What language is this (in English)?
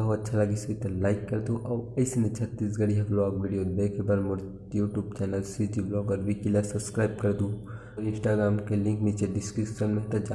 Chhattisgarhi